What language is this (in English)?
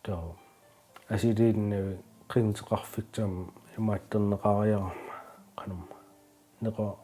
Kalaallisut